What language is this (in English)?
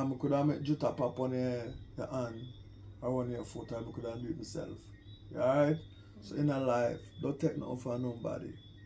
Jamaican Creole English